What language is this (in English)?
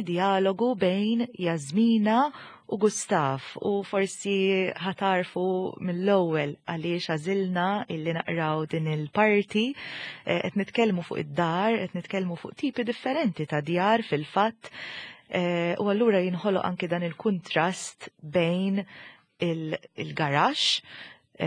Maltese